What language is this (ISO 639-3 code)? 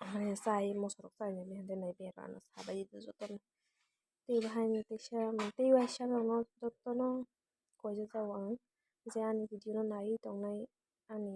trp